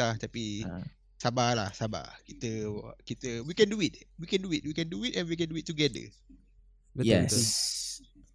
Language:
Malay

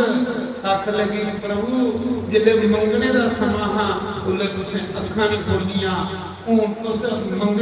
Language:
Dogri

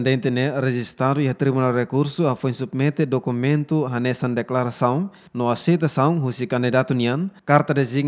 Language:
Tetum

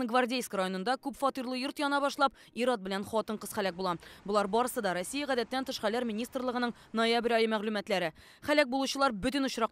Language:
Tatar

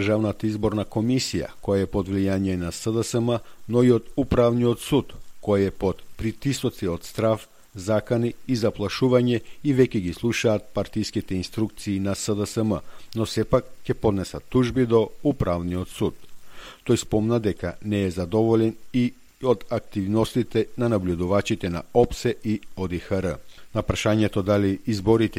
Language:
Macedonian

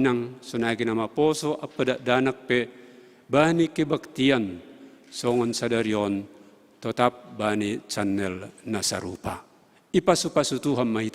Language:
Batak Simalungun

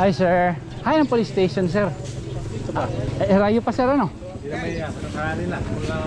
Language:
Waray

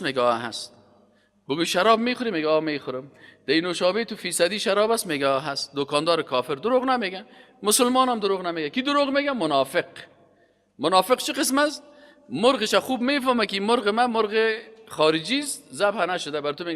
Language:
Persian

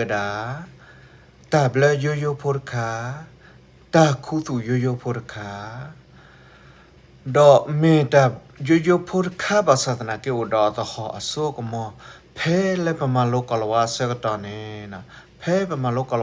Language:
S'gaw Karen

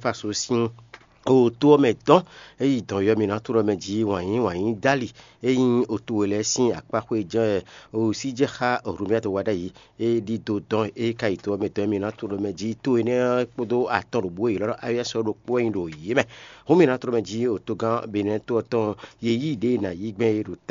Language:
Fon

